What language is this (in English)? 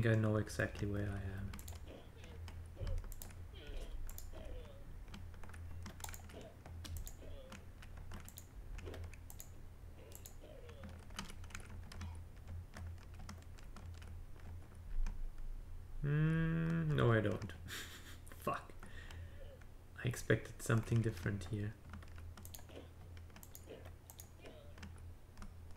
English